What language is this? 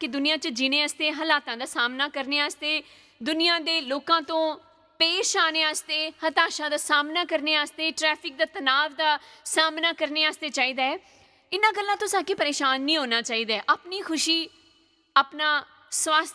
Dogri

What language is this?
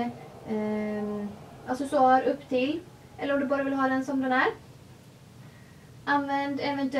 Swedish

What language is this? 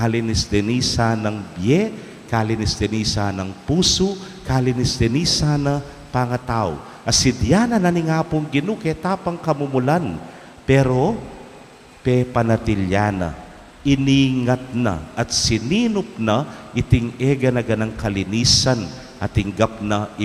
Pampanga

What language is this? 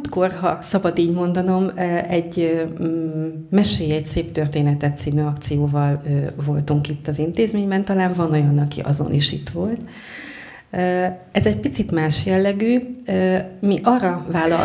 Hungarian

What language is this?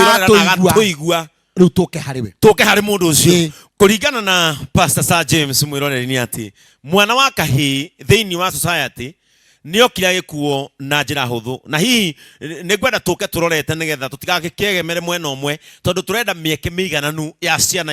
Kikuyu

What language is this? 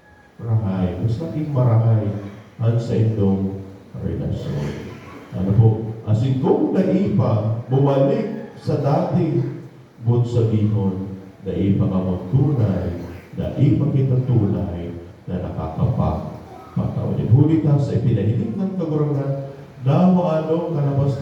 Bikol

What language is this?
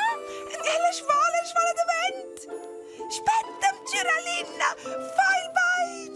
Romansh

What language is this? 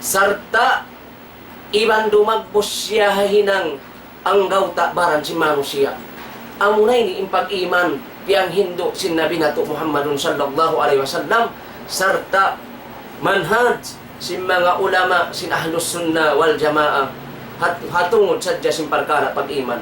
Tausug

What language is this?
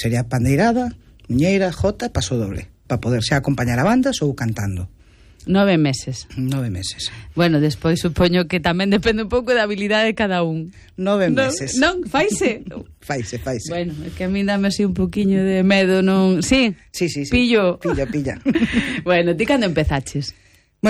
Galician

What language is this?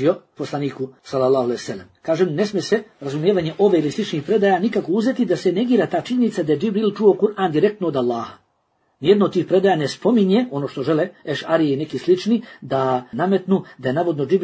Bosnian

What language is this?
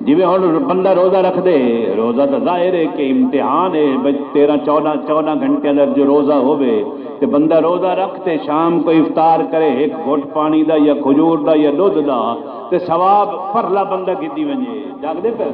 Saraiki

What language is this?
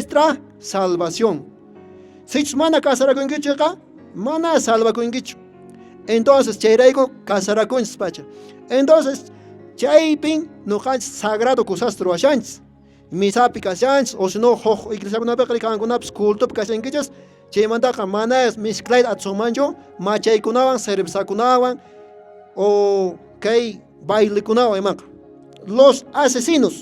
Quechua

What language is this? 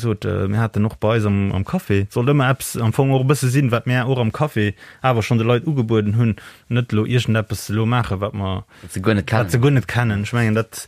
Luxembourgish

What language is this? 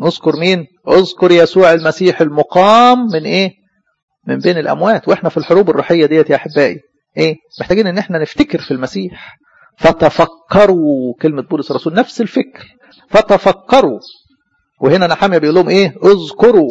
Egyptian Arabic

